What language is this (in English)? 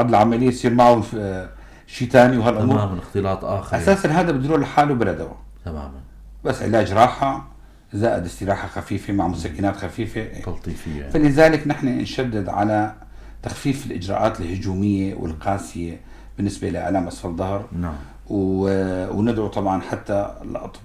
North Levantine Arabic